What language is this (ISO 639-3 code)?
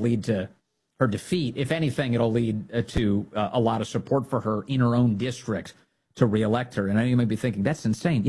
eng